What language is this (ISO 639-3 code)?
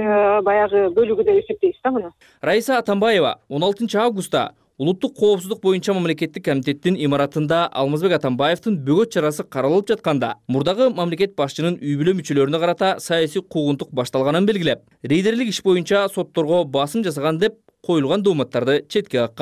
kir